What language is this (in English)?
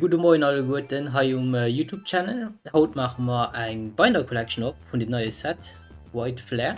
Luxembourgish